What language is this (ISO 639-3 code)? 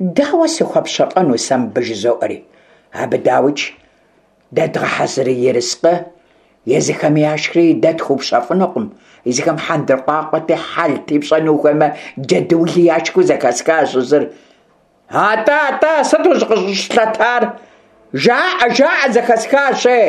kbd